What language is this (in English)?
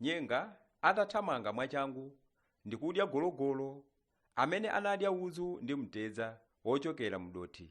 Nyanja